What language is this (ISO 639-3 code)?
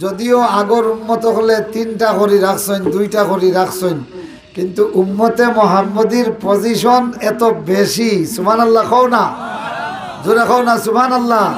syl